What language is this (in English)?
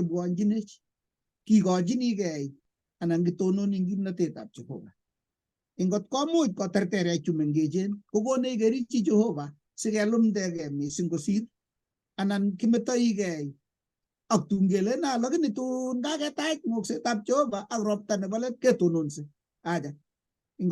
Kalenjin